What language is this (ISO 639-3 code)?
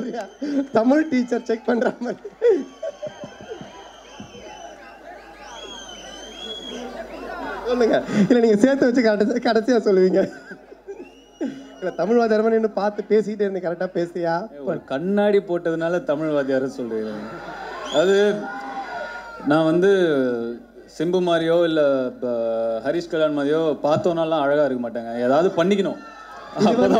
tam